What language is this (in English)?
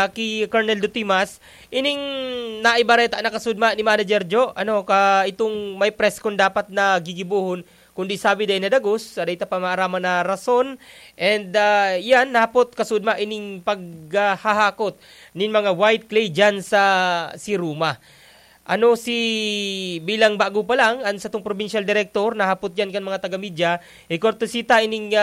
Bikol